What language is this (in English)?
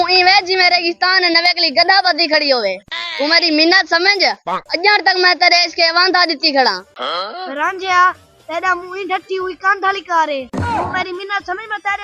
Saraiki